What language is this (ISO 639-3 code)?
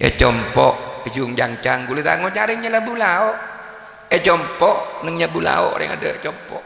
mad